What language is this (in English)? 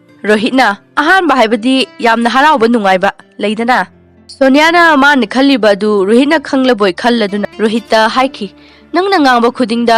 Manipuri